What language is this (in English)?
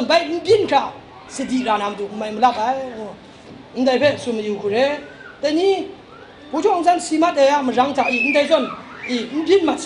Kachin